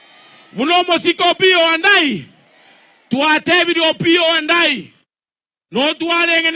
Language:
Gusii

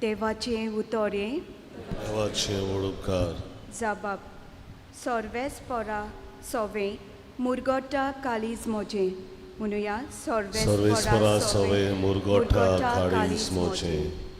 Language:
Konkani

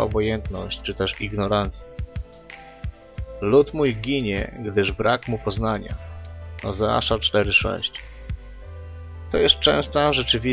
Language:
Polish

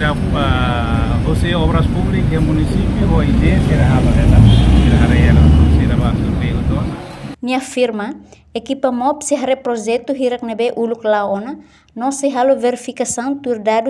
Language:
Tetum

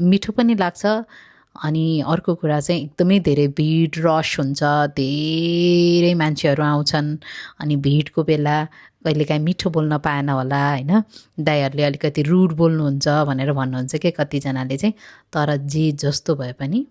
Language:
Nepali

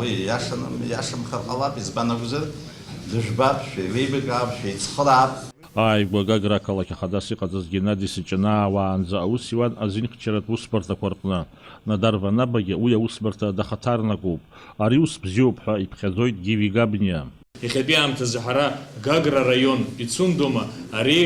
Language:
Abkhazian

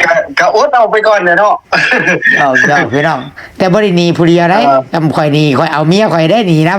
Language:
Lao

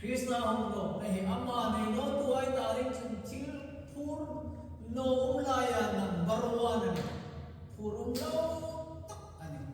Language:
Hmar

